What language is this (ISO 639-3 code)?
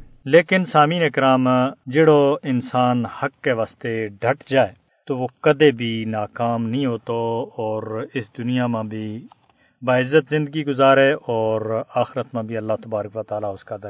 gju